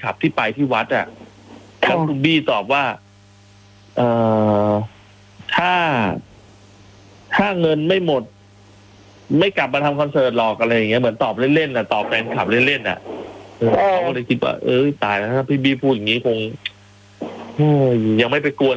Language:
Thai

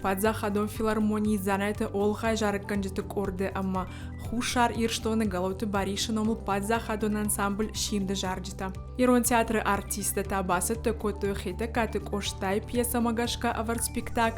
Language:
Ossetic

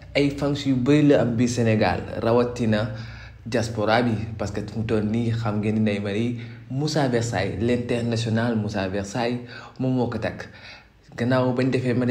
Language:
Wolof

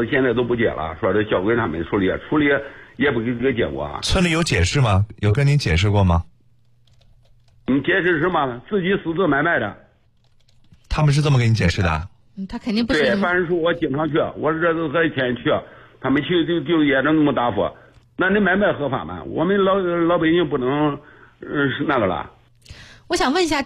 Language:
Chinese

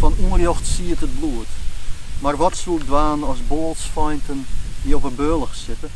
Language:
Western Frisian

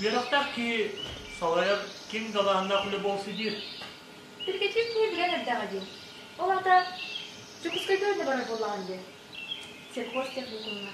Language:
Yakut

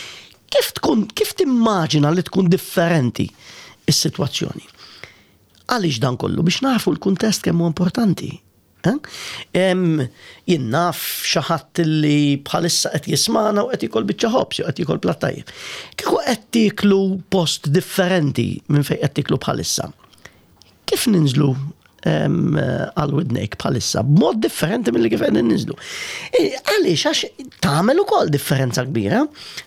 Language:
Maltese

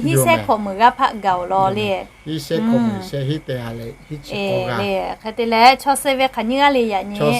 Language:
Lahu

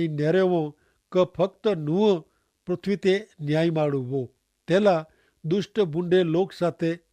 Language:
Kachhi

